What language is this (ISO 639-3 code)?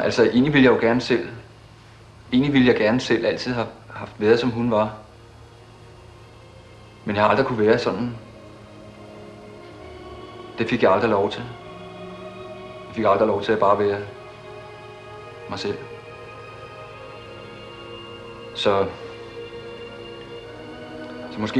dan